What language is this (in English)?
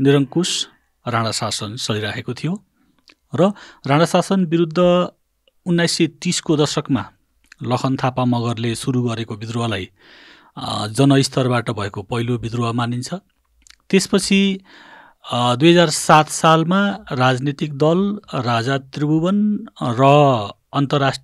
Nepali